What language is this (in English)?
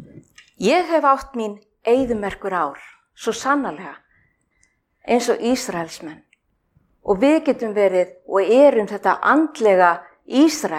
Icelandic